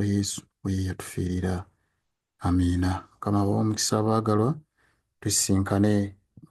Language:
Ganda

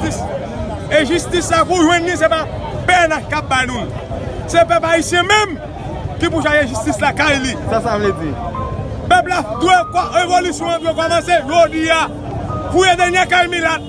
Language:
Haitian Creole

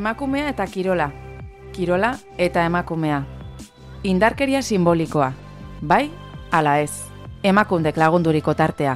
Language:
Basque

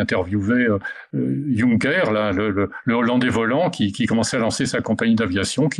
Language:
Luxembourgish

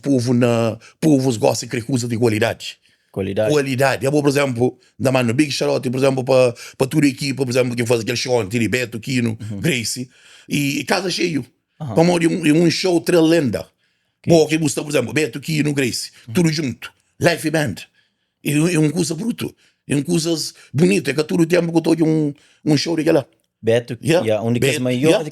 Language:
Kabuverdianu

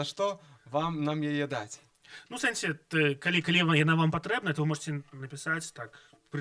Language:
Belarusian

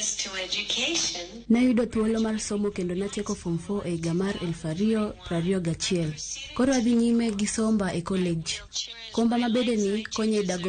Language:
Luo (Kenya and Tanzania)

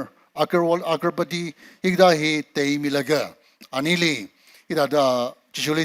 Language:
Tangkhul Naga (India)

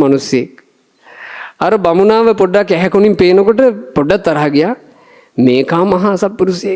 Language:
Sinhala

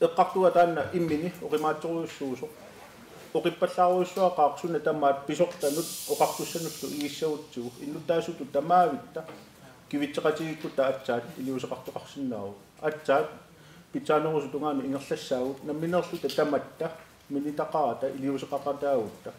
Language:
Kalaallisut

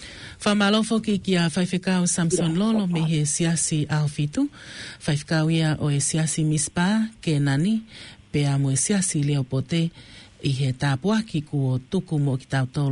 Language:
Tongan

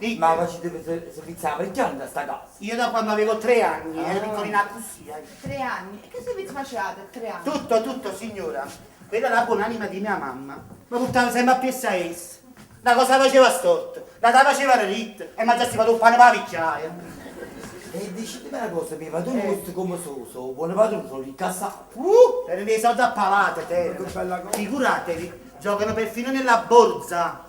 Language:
Neapolitan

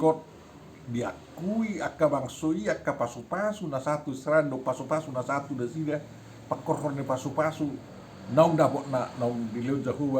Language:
Batak Toba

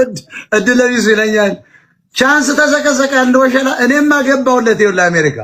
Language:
Amharic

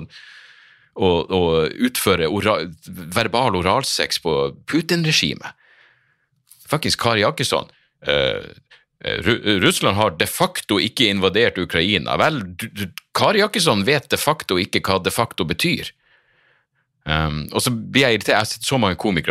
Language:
Norwegian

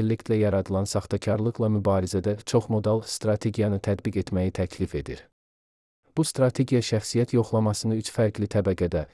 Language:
Azerbaijani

